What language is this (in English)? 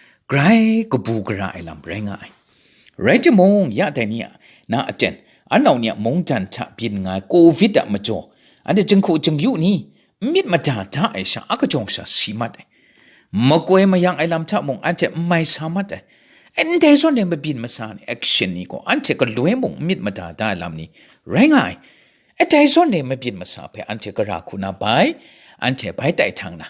Kachin